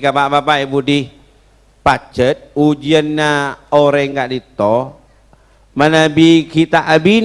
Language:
Madurese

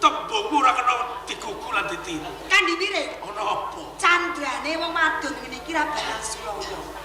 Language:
Javanese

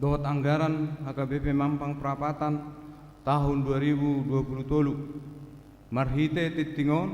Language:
Batak Toba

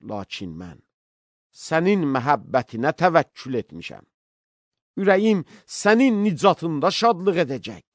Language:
Azerbaijani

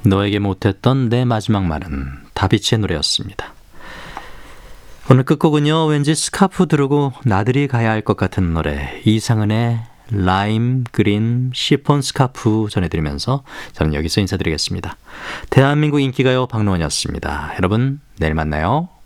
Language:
Korean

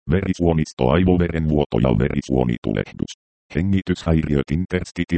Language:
Finnish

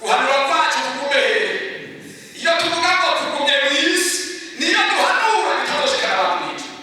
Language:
Rundi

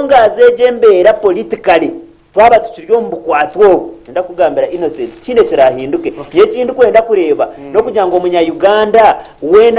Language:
Nyankole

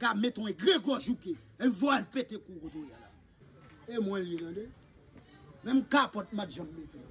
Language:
Haitian Creole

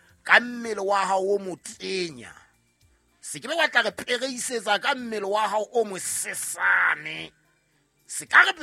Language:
Southern Sotho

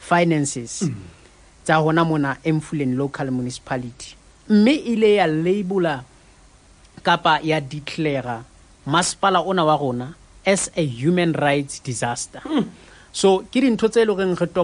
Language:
Southern Sotho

